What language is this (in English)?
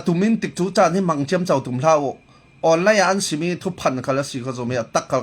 Falam Chin